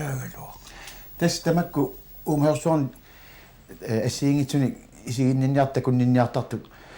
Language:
Kalaallisut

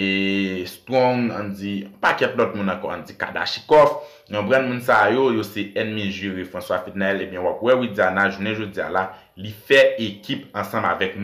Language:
Haitian Creole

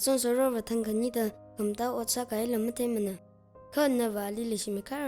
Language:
Tangkhul Naga (India)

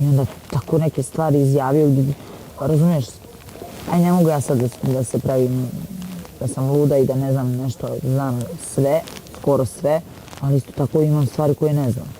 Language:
Bosnian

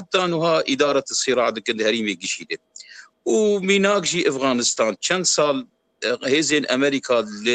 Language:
Kurdish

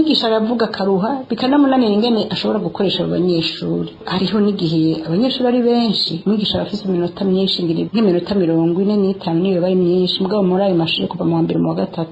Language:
Rundi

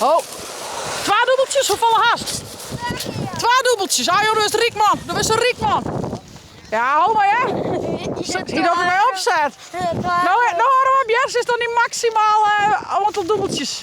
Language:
Western Frisian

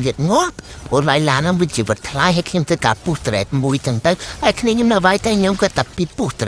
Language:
Khmer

